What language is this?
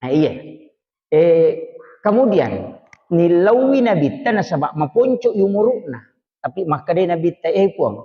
Buginese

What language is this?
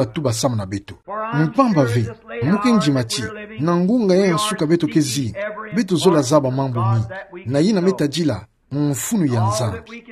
Kituba (Democratic Republic of Congo)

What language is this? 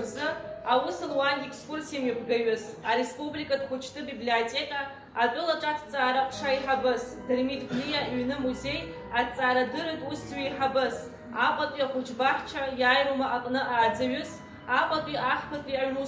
Abkhazian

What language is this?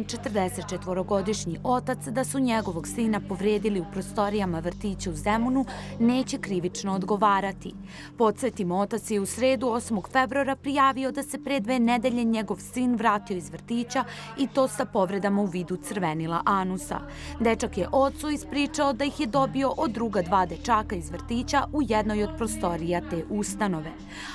Serbian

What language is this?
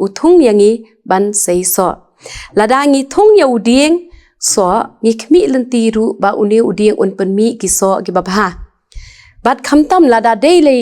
Khasi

